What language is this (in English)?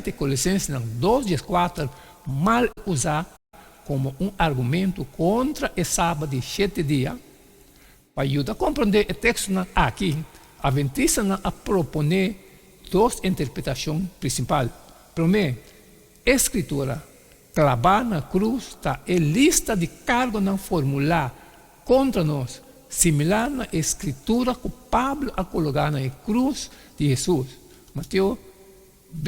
Papiamento